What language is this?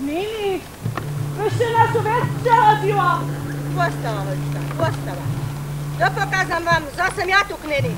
Upper Sorbian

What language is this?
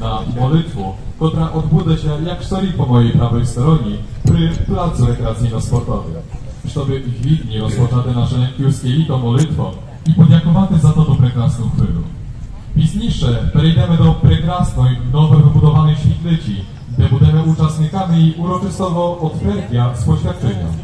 Rusyn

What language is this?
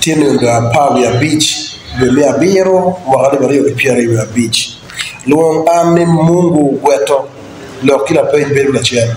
Acoli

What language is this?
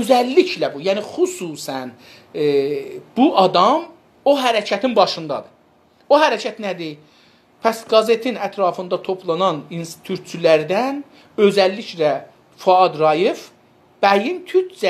South Azerbaijani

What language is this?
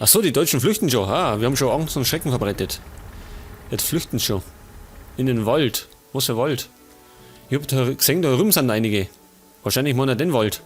Bavarian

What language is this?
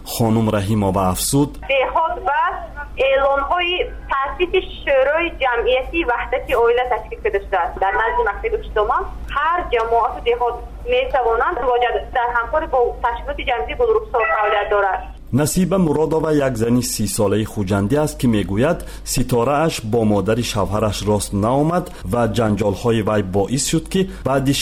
Tajik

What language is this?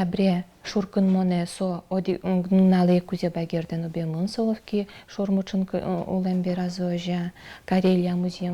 Udmurt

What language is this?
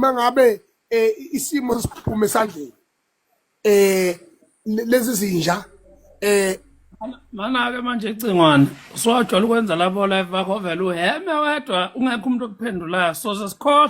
Zulu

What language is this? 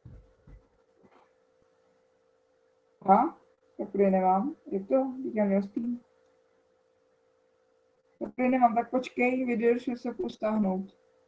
Czech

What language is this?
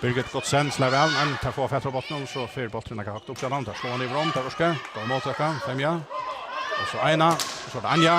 Faroese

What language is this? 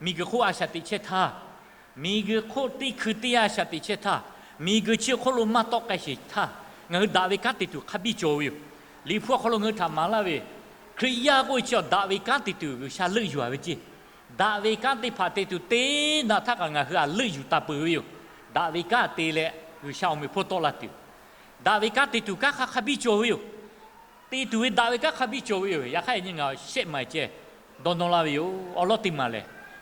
Lahu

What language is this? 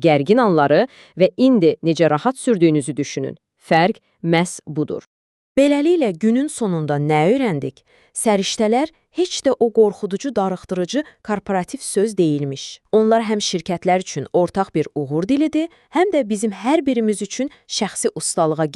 Azerbaijani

